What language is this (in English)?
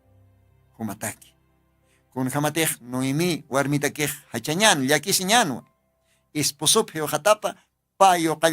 Aymara